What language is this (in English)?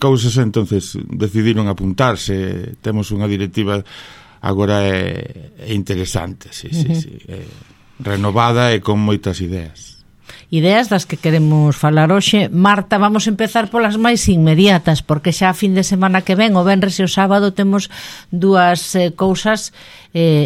Galician